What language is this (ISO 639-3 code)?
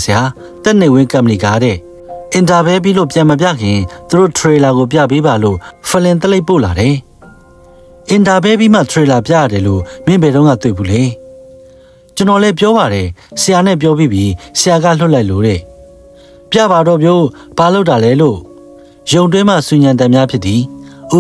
mya